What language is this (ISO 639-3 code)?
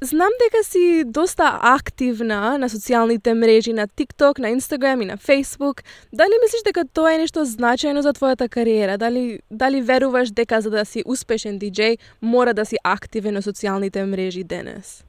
mkd